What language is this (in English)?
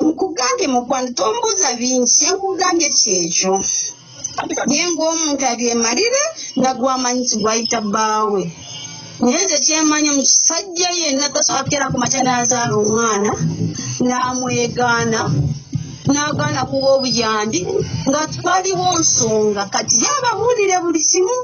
Ganda